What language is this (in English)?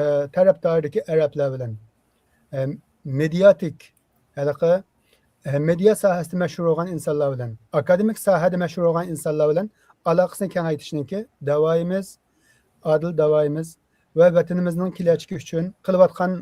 Uyghur